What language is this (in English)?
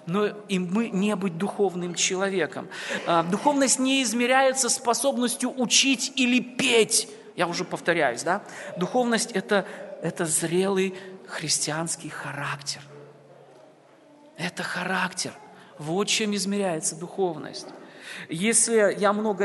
Russian